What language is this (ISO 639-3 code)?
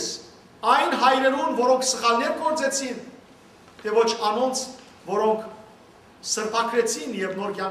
hyw